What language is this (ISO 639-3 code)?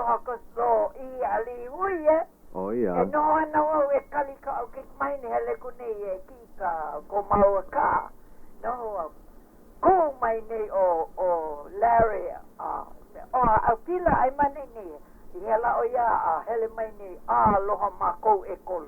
haw